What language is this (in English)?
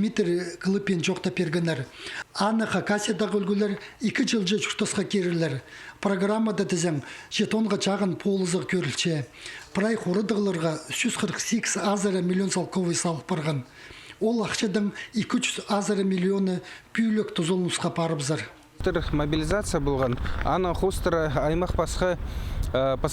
Khakas